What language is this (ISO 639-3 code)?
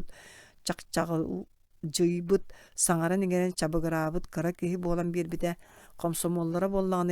sah